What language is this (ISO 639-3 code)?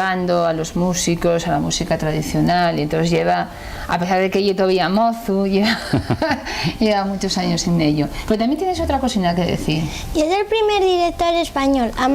ast